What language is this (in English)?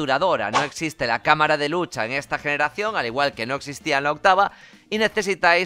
Spanish